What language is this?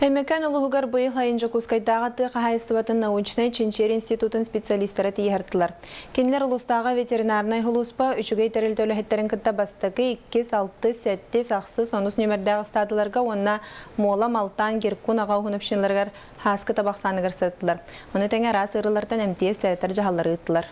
Yakut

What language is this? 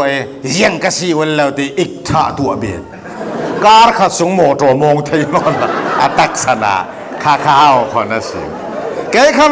Falam Chin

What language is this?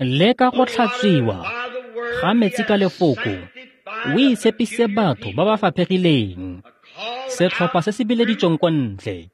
Tswana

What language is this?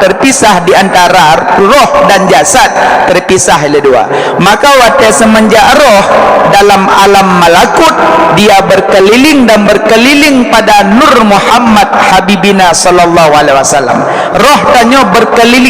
Achinese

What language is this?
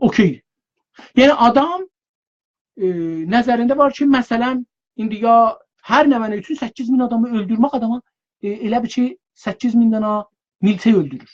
South Azerbaijani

